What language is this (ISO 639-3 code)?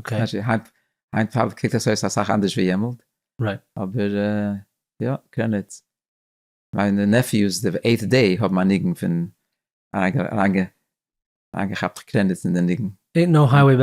yid